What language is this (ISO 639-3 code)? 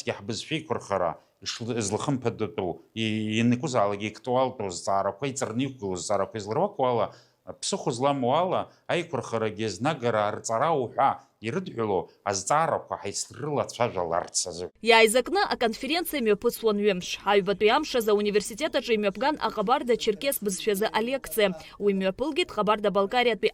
abk